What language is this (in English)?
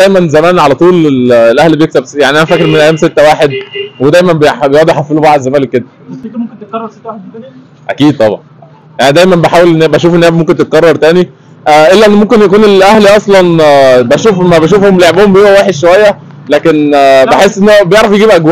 Egyptian Arabic